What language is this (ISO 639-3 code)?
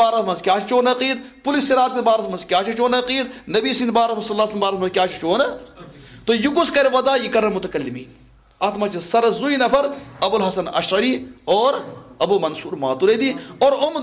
kas